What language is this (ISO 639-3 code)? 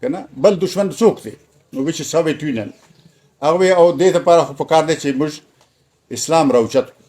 pus